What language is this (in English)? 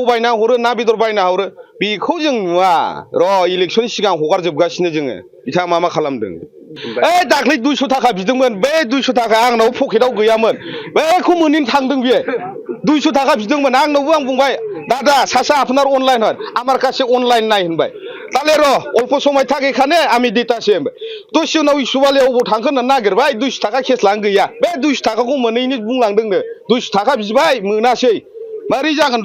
Bodo